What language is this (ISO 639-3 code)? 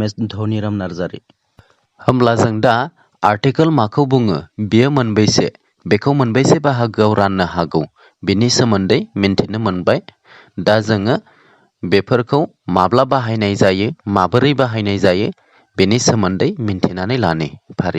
brx